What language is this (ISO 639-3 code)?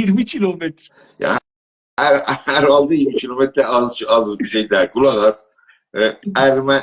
azb